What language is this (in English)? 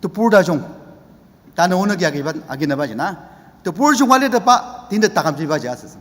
Ao Naga